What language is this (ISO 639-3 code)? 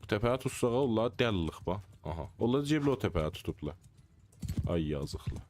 azb